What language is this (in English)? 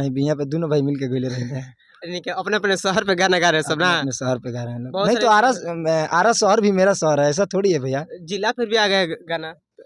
Bhojpuri